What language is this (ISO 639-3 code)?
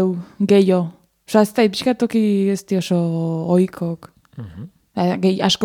eus